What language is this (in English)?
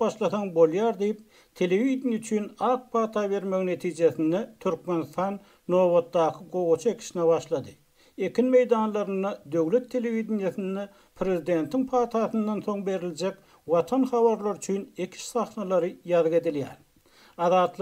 Turkmen